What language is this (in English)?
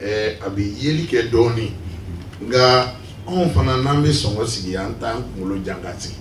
Bambara